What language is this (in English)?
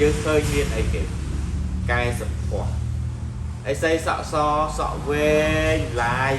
Khmer